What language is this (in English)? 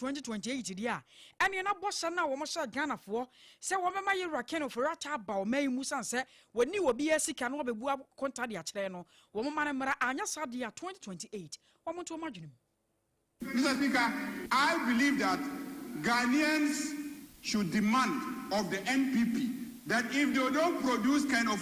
Akan